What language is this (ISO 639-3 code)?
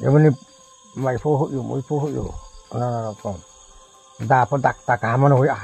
ria